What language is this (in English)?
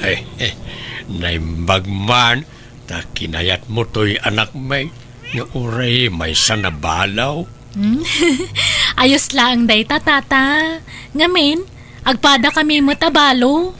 Iloko